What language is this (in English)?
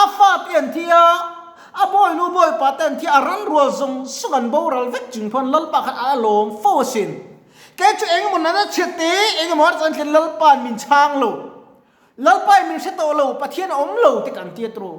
Mizo